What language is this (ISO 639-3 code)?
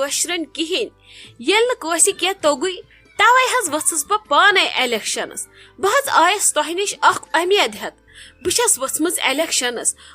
kas